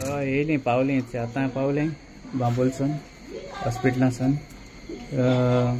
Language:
Konkani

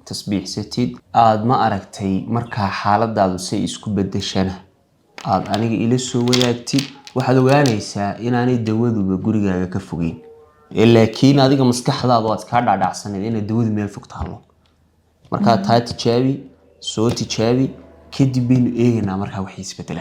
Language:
Somali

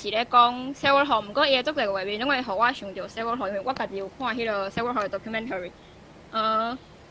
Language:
Min Nan Chinese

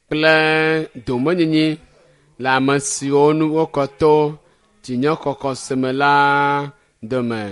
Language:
Ewe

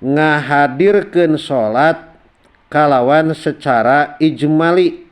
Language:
Sundanese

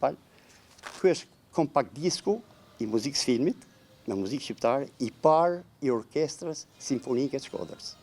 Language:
Albanian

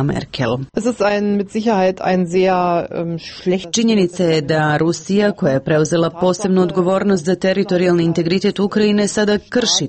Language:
Serbian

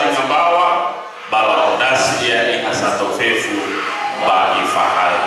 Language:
Nias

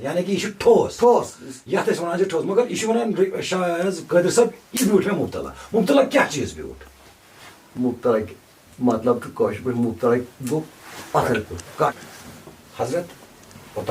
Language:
Kashmiri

